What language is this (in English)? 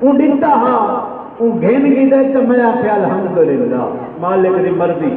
Saraiki